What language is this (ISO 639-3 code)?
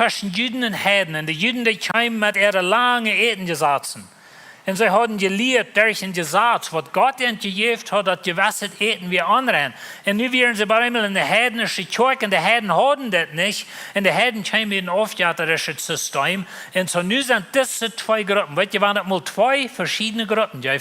pdt